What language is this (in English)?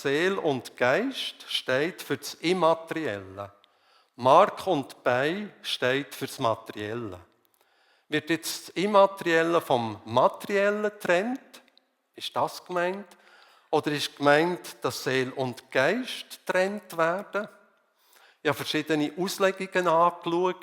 Swiss German